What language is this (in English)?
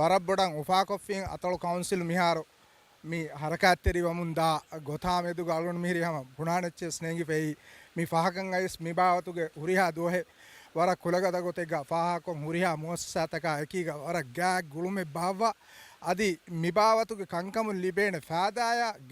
Divehi